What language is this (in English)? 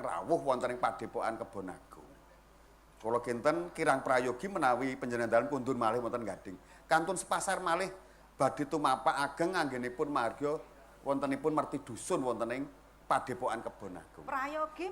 Javanese